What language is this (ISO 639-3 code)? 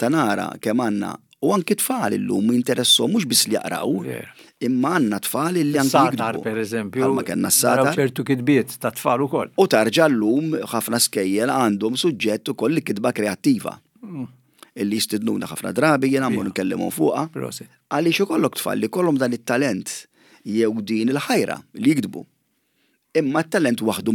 mlt